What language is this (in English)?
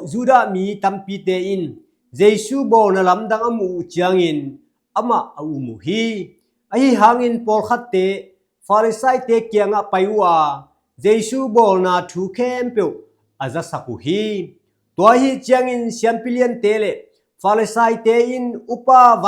Tedim Chin